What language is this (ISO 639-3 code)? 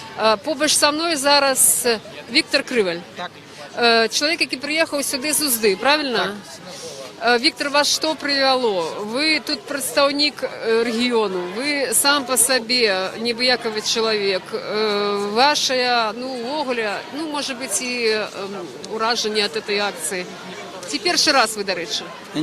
bel